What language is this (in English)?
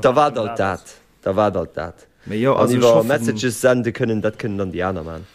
Luxembourgish